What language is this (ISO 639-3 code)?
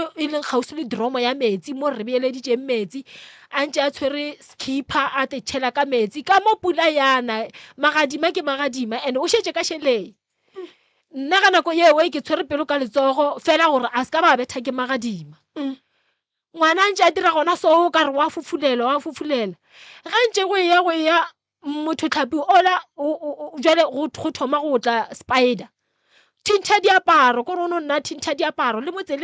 nso